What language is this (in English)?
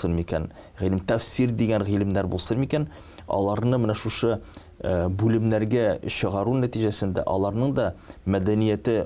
Tatar